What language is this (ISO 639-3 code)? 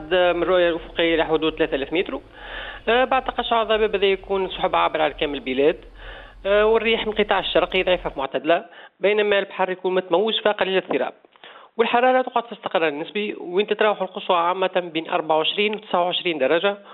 aeb